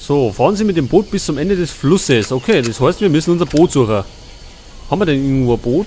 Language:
Bavarian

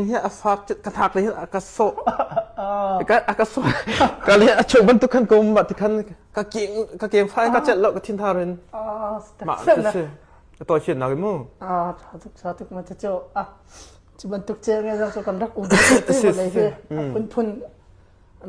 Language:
Hakha Chin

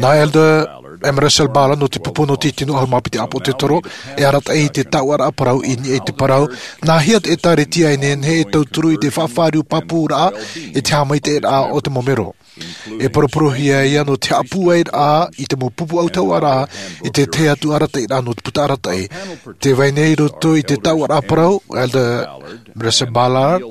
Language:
Tahitian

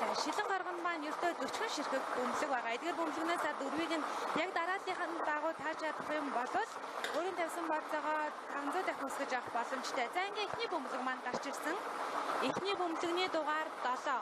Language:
Mongolian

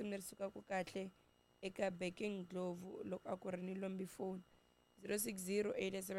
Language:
Tsonga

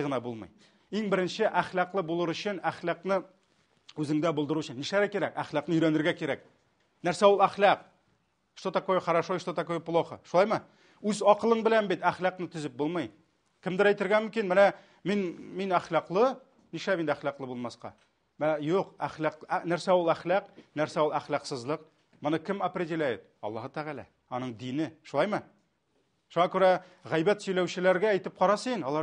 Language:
Tatar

